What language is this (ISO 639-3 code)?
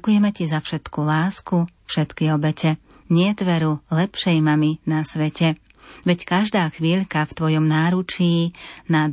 slk